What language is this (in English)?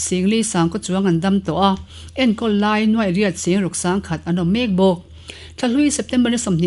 Mizo